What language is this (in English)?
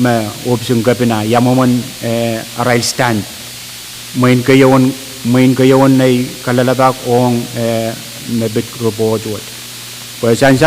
Pohnpeian